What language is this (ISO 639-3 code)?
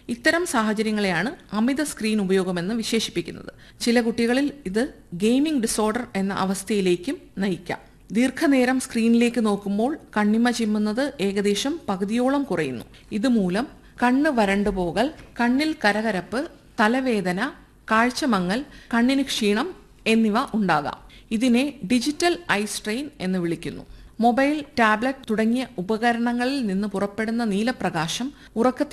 mal